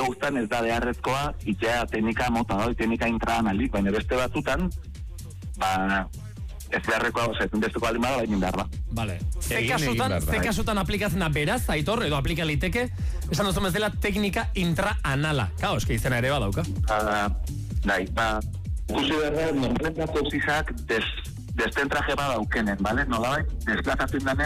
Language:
Basque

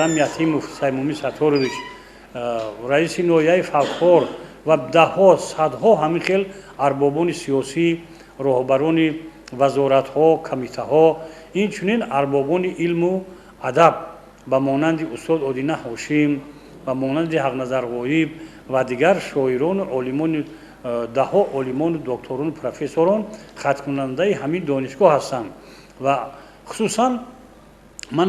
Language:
Tajik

